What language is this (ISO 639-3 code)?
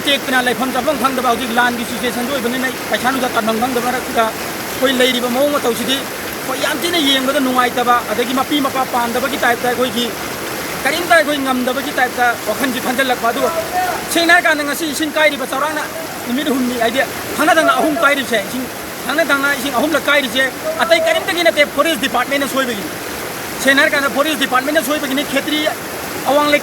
mni